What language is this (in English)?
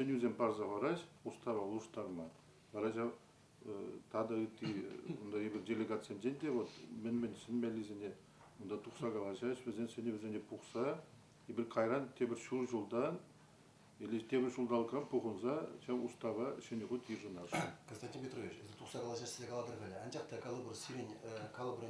Chuvash